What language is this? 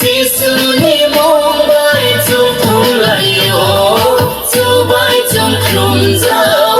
Riang (India)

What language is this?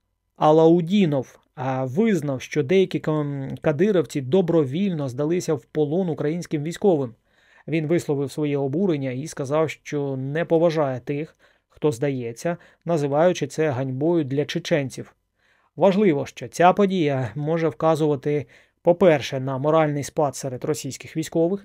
Ukrainian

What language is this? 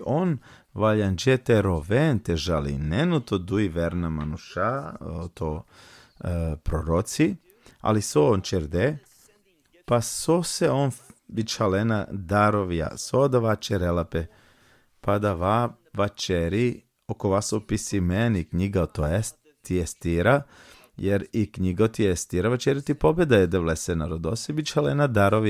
Balkan Romani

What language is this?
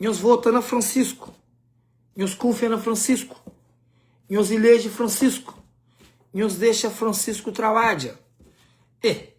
Kabuverdianu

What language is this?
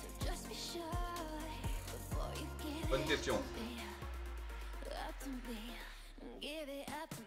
French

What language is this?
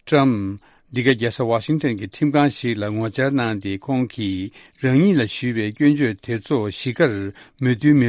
Tibetan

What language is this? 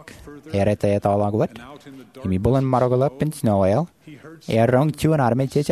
Marshallese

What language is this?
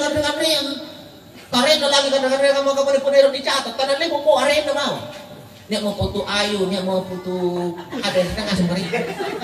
Makasar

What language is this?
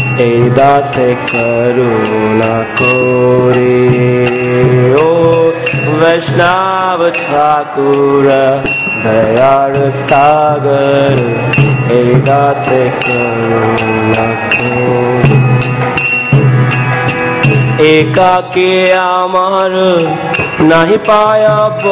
Hindi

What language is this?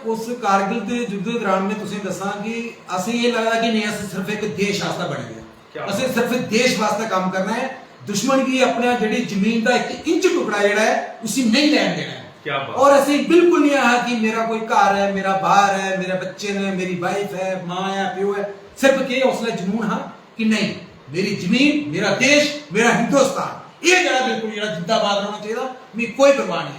Dogri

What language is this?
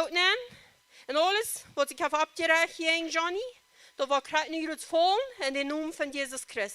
Plautdietsch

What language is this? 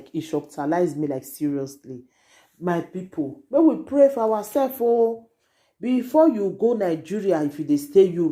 Nigerian Pidgin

